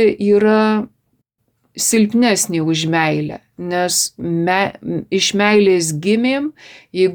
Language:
Lithuanian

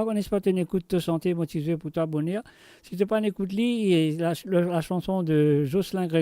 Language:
Morisyen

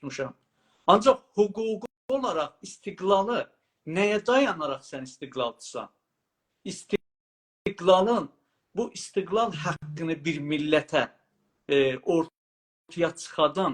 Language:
South Azerbaijani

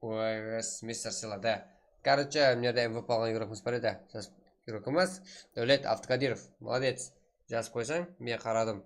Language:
Kara-Kalpak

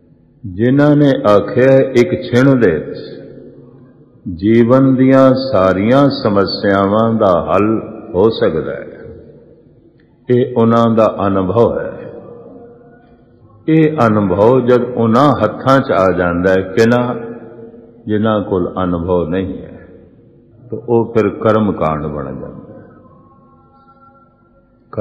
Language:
Punjabi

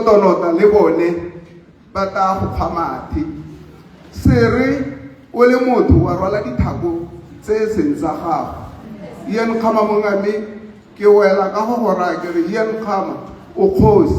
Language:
Tswana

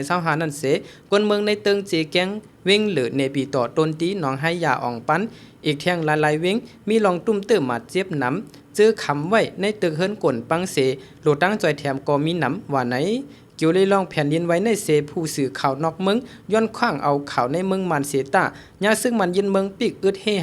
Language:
Shan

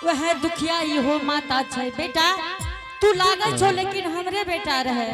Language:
Angika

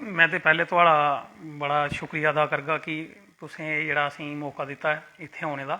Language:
Dogri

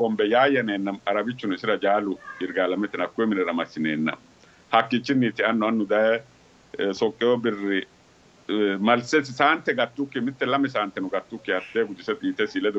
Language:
Sidamo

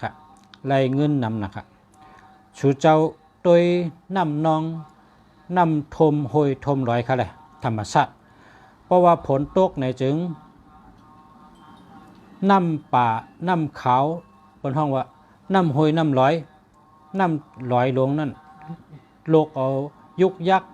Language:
Shan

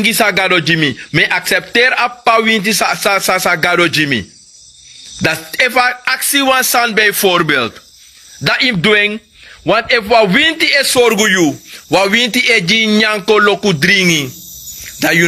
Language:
Sranan Tongo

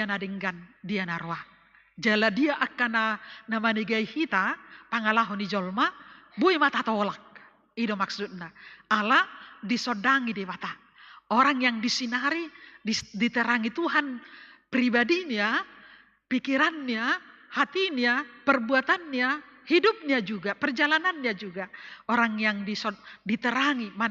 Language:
Batak Toba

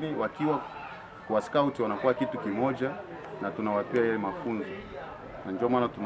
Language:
Swahili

